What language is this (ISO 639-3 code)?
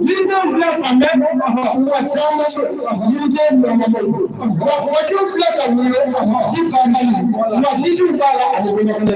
bam